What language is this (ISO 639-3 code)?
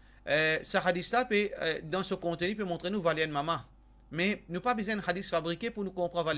mfe